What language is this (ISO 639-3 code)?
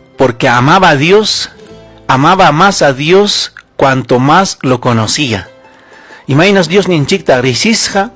quy